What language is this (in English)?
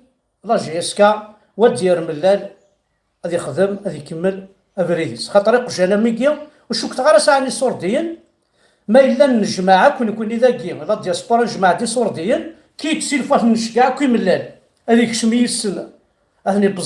Kabyle